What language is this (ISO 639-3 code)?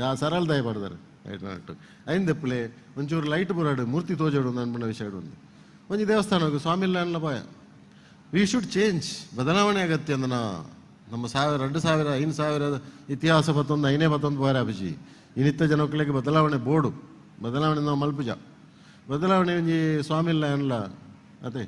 tcy